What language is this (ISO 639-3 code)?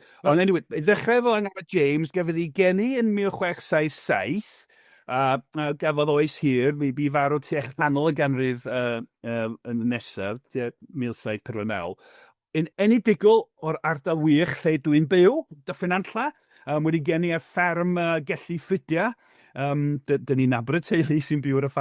cym